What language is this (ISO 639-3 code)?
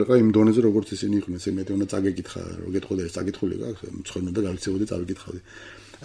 kat